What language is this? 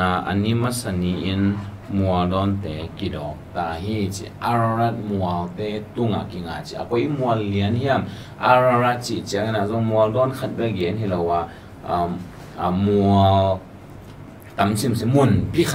Tedim Chin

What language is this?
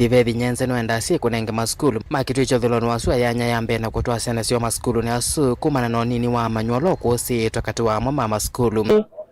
Kamba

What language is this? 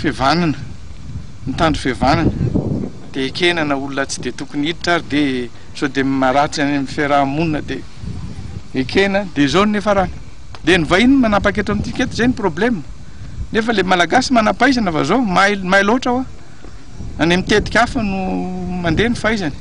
Malagasy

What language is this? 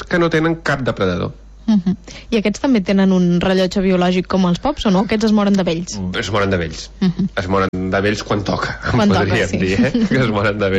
Catalan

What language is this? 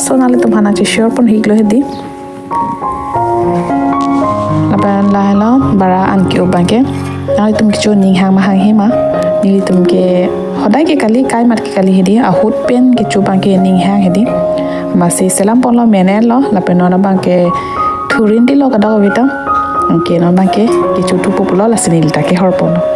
Karbi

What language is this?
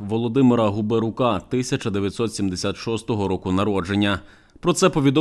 Ukrainian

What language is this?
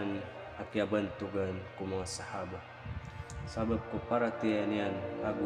Maranao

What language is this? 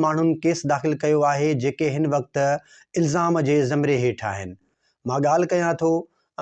Sindhi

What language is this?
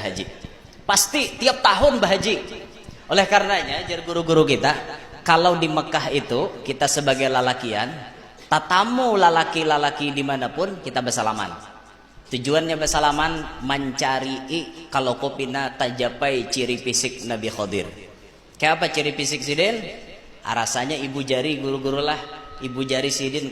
Banjar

